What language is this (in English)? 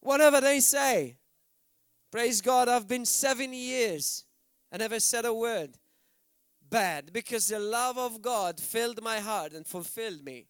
English